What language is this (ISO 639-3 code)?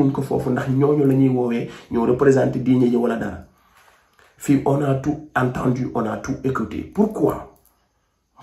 wol